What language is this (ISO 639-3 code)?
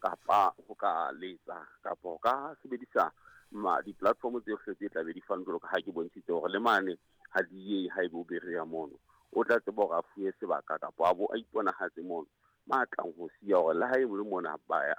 sot